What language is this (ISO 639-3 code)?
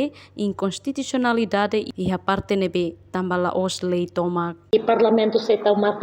tet